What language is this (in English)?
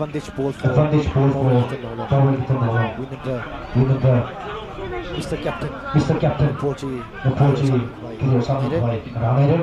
Tangkhul Naga (India)